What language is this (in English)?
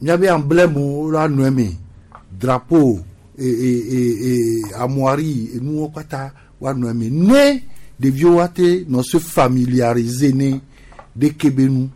Gen